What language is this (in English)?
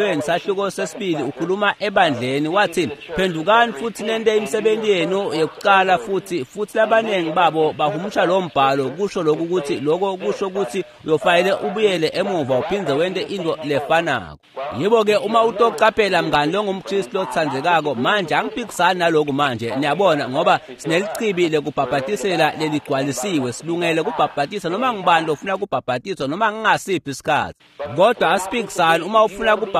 Swati